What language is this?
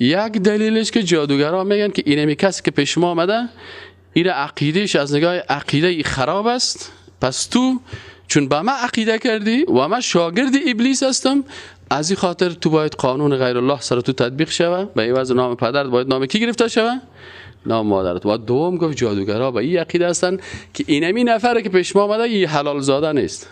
Persian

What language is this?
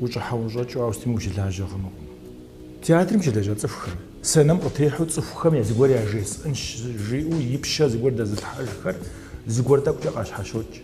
Kabardian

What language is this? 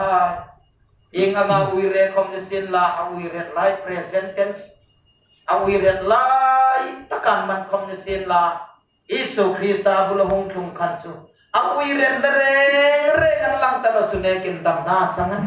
Hmar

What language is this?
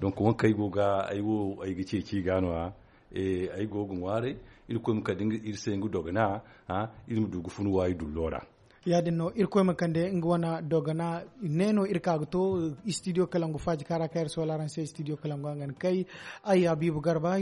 Zarma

